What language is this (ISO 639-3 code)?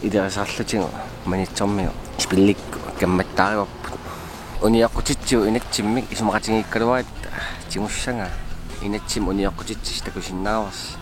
kal